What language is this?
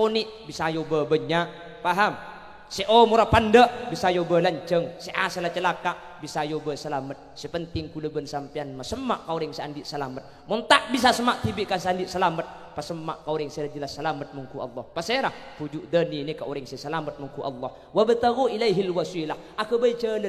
Madurese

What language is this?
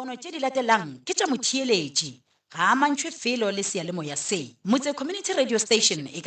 Northern Sotho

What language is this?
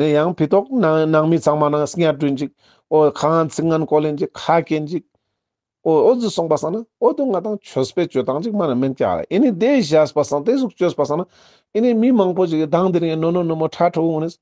Ladakhi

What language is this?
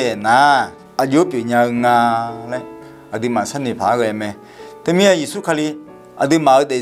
Akha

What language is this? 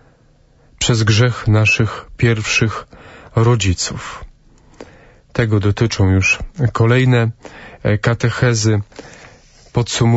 Polish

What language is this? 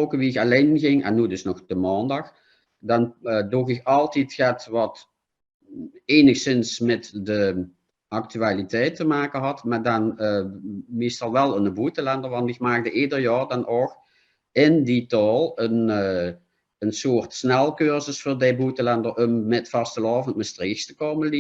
Limburgish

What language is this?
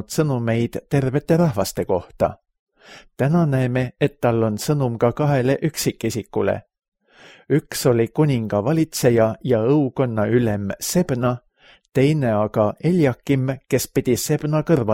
Estonian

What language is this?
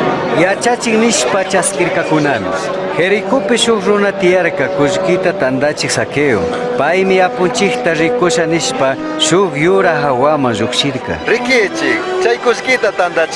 Chimborazo Highland Quichua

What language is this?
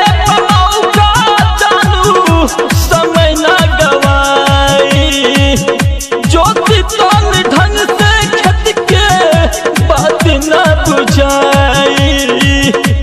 Bhojpuri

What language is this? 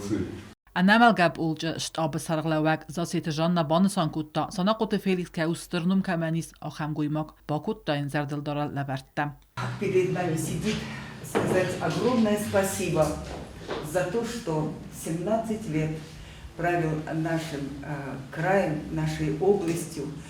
Ossetic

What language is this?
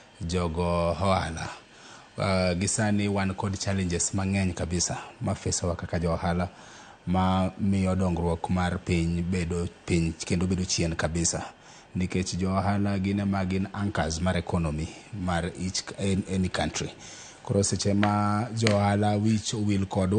Luo (Kenya and Tanzania)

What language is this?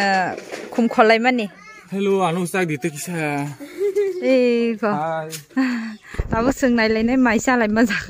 Kok Borok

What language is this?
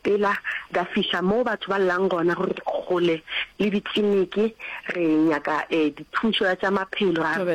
Northern Sotho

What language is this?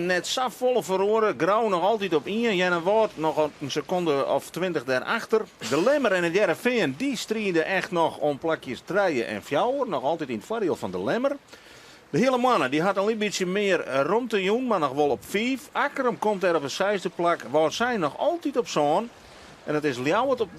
Western Frisian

